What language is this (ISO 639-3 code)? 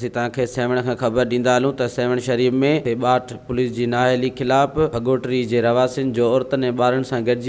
snd